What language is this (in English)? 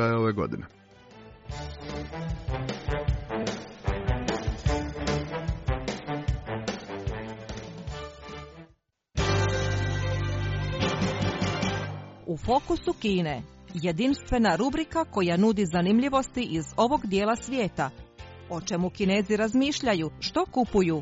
Croatian